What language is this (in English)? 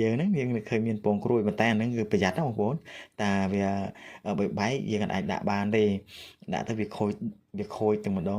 Khmer